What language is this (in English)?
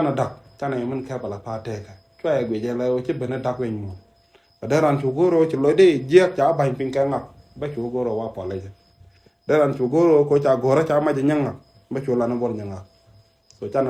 Nuer